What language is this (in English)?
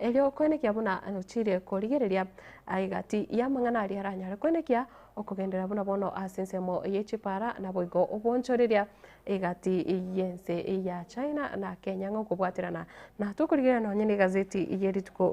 Gusii